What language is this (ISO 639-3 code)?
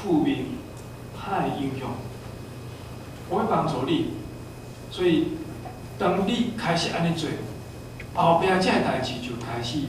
nan